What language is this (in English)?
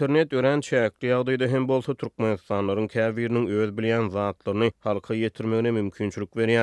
Turkmen